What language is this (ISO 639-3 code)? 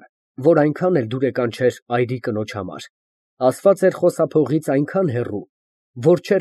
hye